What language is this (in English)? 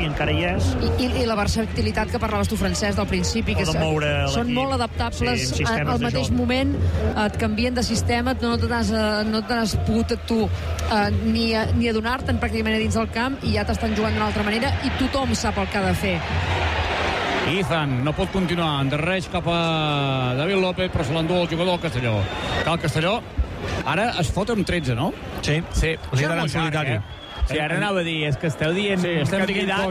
Catalan